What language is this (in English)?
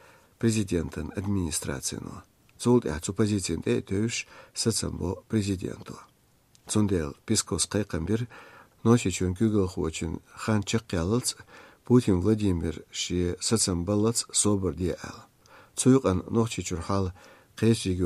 Chechen